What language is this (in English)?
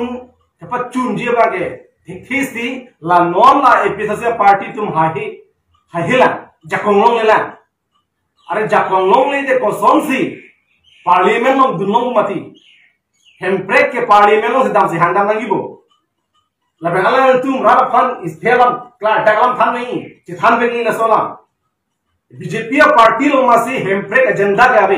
Karbi